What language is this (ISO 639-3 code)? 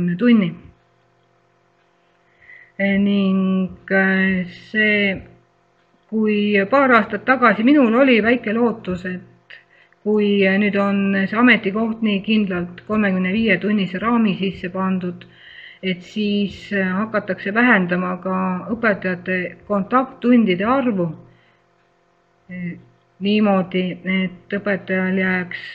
est